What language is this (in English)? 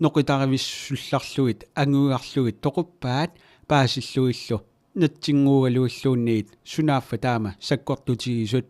Kalaallisut